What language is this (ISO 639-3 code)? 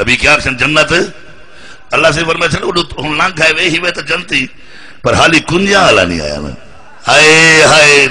skr